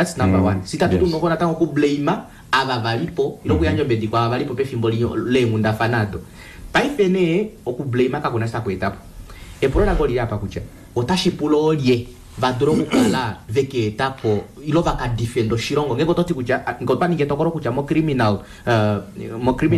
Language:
Kuanyama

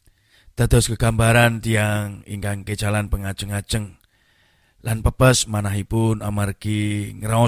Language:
Javanese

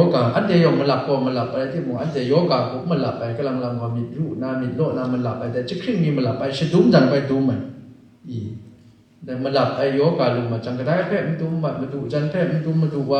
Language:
Kachin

